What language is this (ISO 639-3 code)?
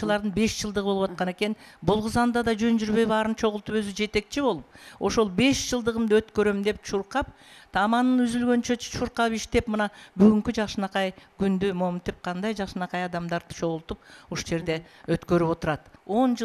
kir